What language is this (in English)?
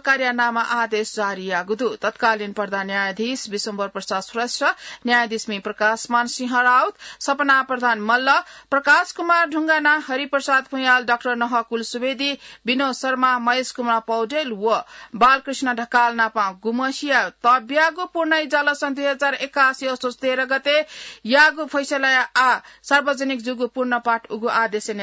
Newari